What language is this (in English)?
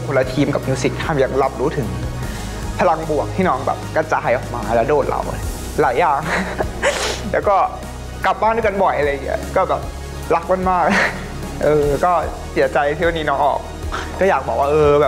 Thai